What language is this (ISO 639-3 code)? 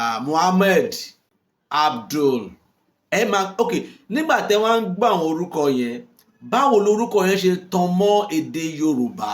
yor